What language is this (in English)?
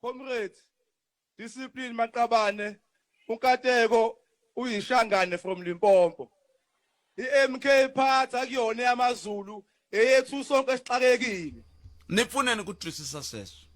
Tsonga